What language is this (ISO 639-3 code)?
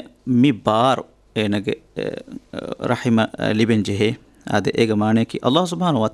div